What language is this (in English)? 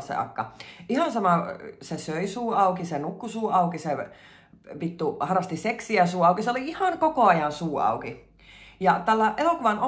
Finnish